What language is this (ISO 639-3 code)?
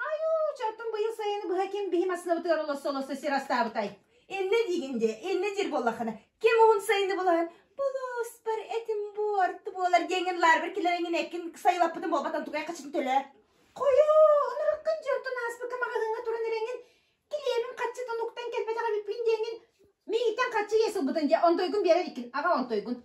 sah